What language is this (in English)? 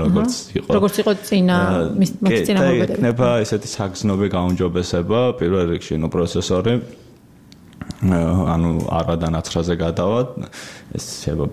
Georgian